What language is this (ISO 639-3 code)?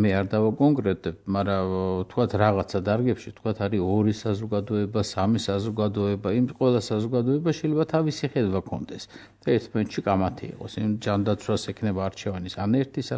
kat